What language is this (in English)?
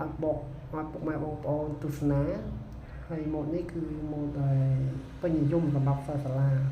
Khmer